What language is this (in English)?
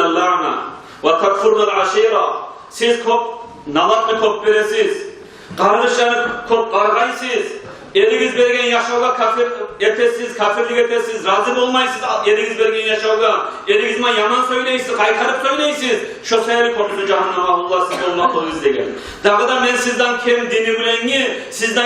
Kumyk